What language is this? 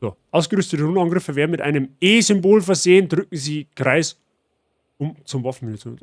Bavarian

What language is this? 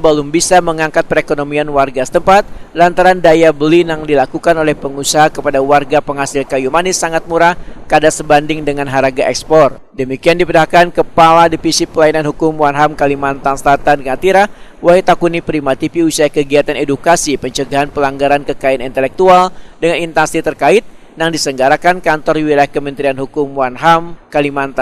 Banjar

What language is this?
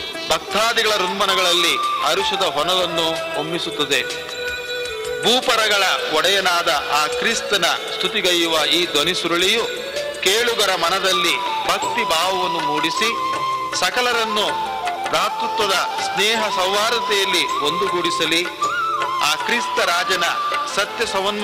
Kannada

